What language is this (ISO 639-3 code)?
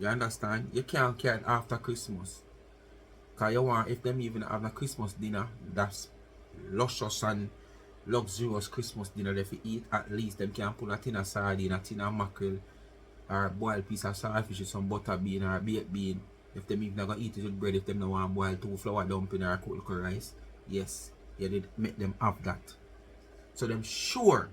jam